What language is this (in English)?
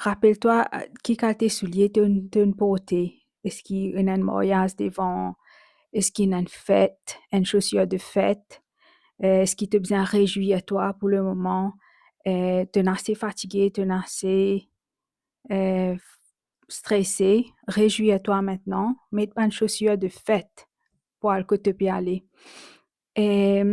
Morisyen